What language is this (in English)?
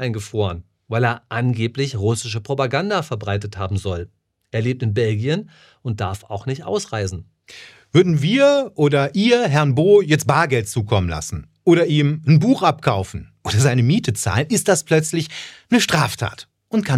German